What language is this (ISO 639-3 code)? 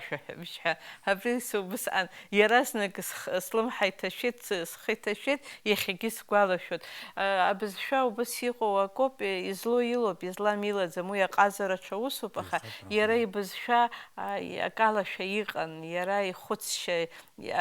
abk